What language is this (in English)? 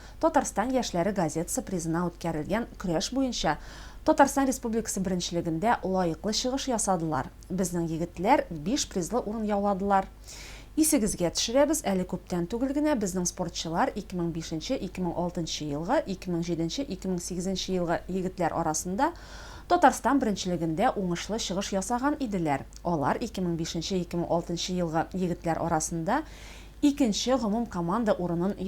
Tatar